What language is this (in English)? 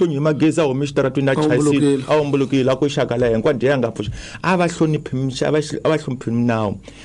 Tsonga